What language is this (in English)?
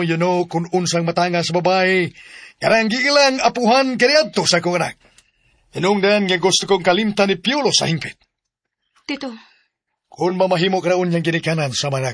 Cebuano